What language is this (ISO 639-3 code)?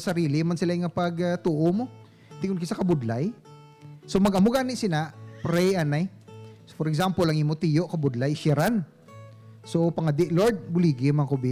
hil